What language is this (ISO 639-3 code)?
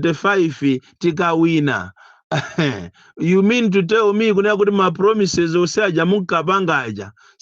nya